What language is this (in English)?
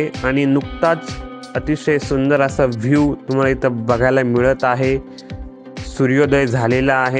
Marathi